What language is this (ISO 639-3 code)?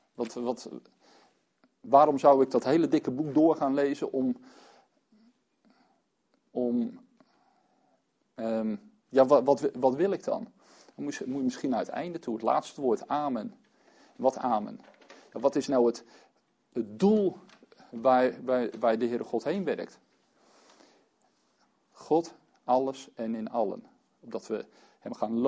nld